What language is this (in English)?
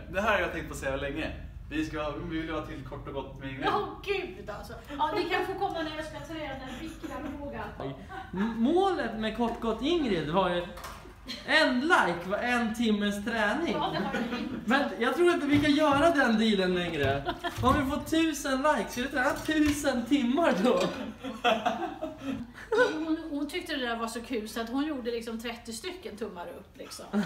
Swedish